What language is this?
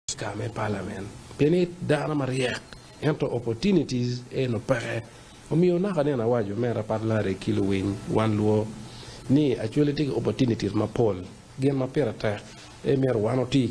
Acoli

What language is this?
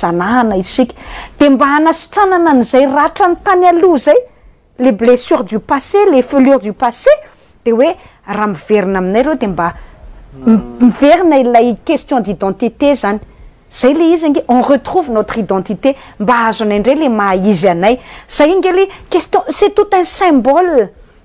Malagasy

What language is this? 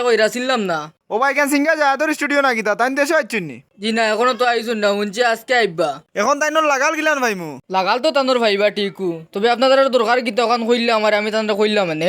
Sylheti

